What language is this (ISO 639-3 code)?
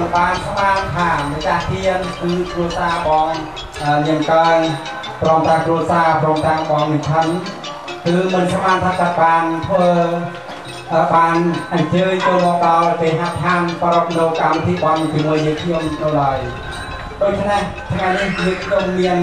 vie